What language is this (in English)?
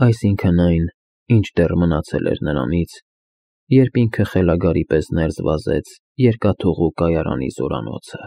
Armenian